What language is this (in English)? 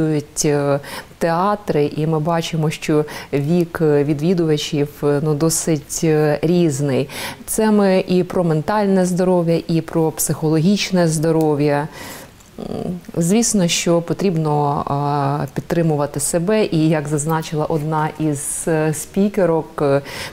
Ukrainian